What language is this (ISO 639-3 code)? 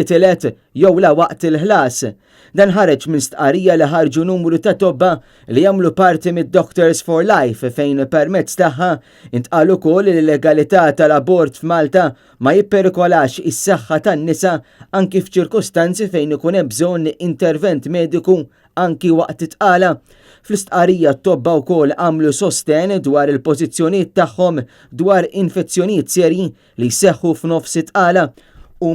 mlt